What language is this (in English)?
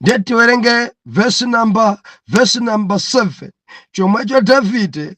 Nyanja